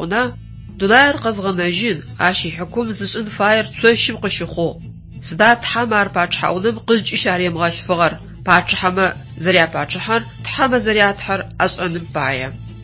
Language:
Adyghe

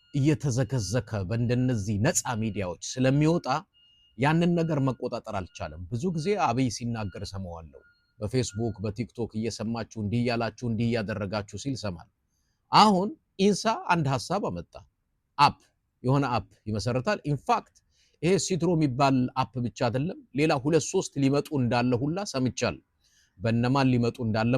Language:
Amharic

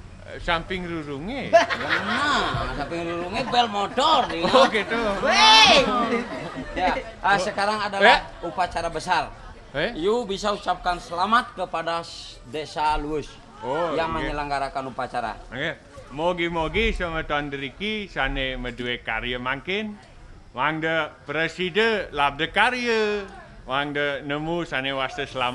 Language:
Balinese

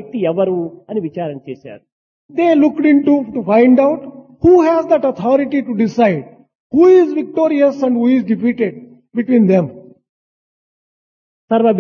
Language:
Telugu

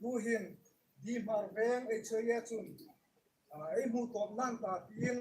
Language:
Hmar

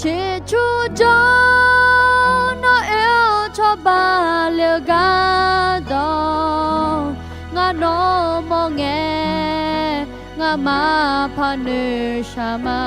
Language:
Akha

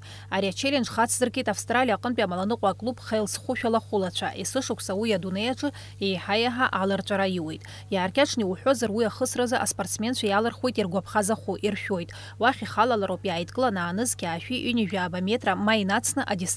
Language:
Abkhazian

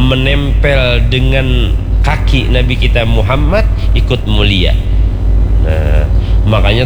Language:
Banjar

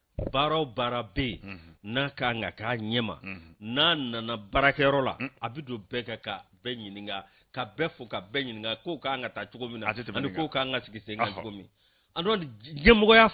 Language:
Bambara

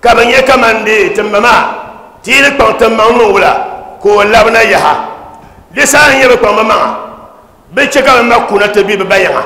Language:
Dagbani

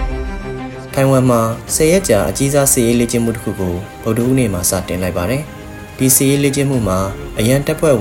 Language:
Burmese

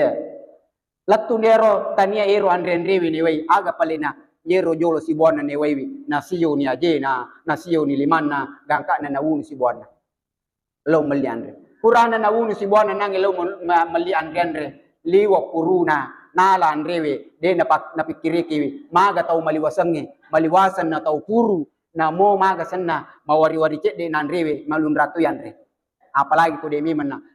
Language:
Buginese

